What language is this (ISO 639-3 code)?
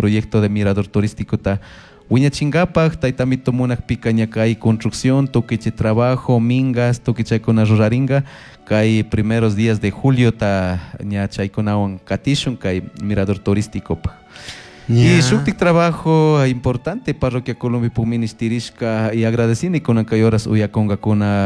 qug